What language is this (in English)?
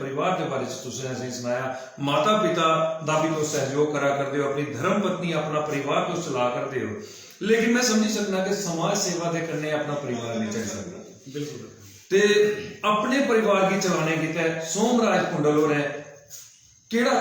Dogri